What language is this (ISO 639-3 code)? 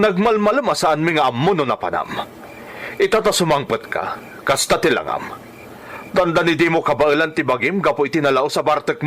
ilo